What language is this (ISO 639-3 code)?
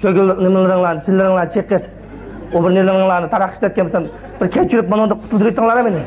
uig